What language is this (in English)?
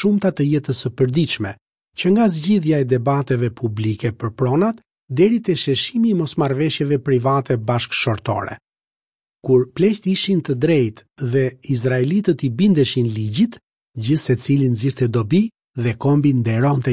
Albanian